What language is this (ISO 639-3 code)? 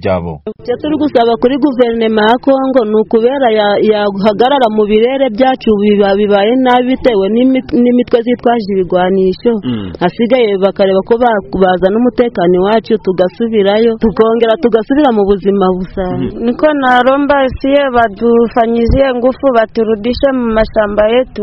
kin